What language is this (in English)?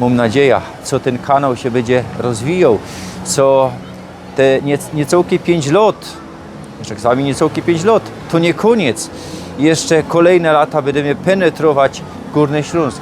Silesian